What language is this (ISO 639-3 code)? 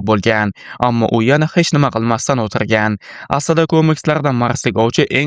uzb